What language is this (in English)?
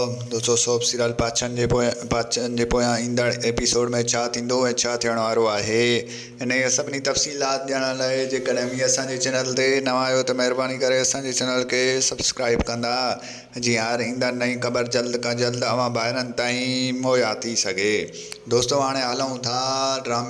Sindhi